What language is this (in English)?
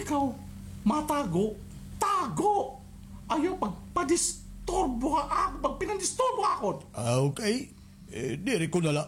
Waray